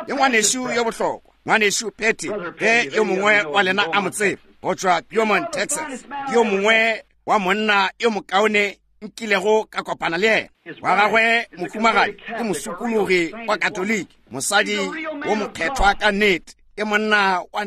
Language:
Northern Sotho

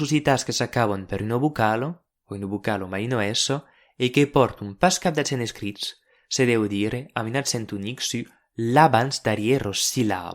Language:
Occitan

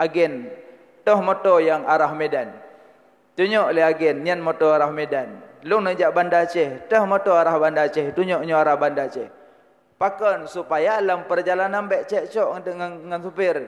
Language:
Achinese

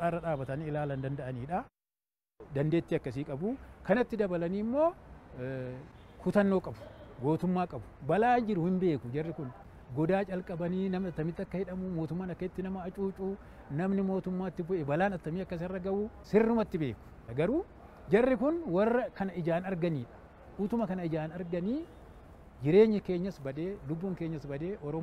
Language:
Oromo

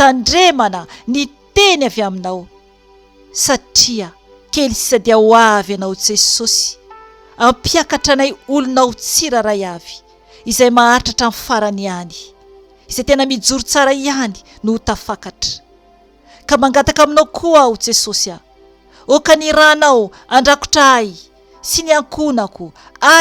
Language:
Malagasy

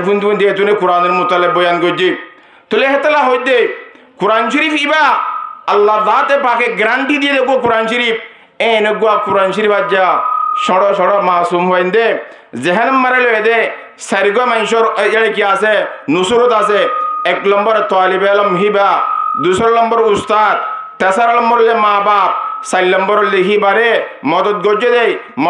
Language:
Rohingya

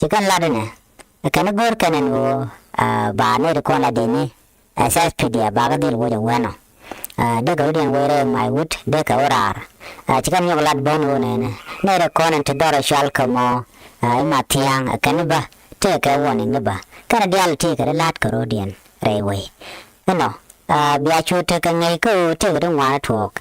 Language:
Nuer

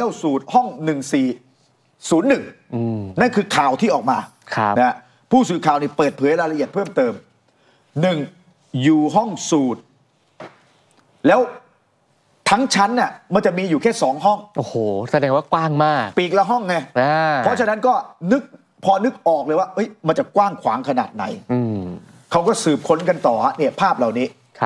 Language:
Thai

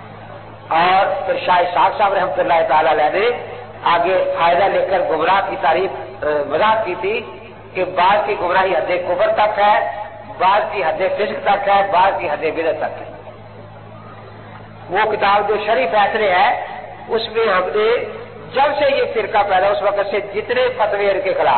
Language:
Urdu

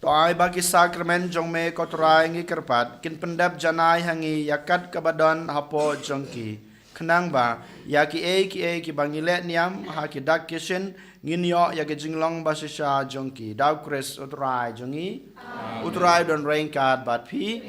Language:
Khasi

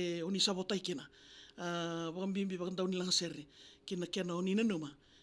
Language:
Fijian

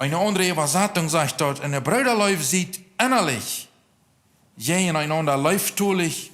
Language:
Plautdietsch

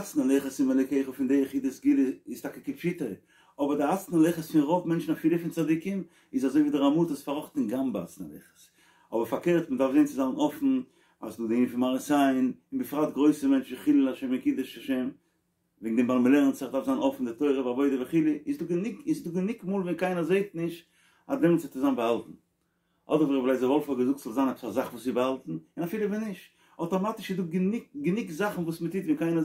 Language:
Yiddish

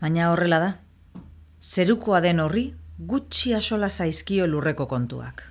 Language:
Basque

